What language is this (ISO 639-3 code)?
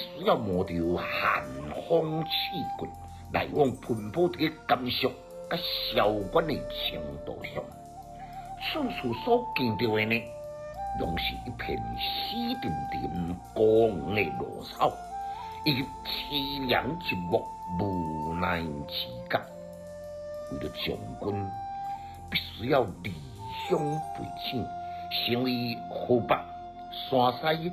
nan